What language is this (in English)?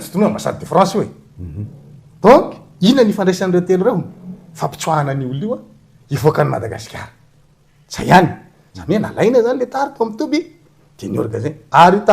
Malagasy